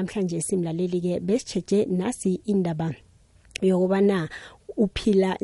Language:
South Ndebele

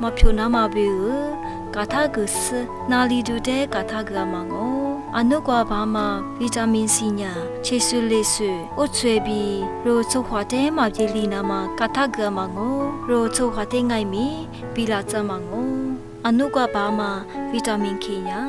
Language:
Lisu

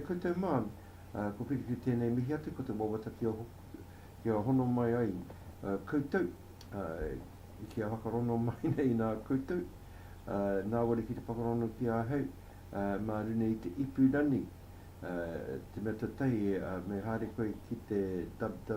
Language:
Māori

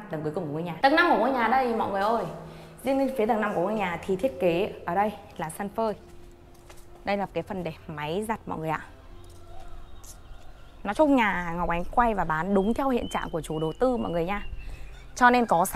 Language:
Vietnamese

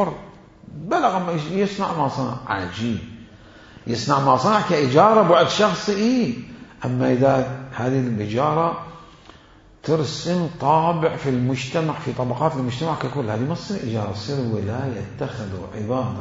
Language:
Mesopotamian Arabic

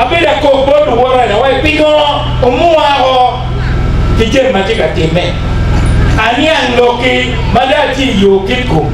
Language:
Acoli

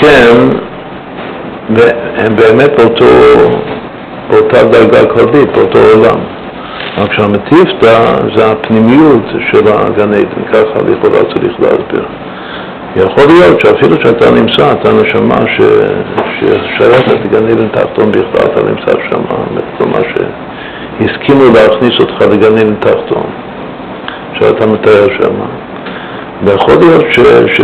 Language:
Hebrew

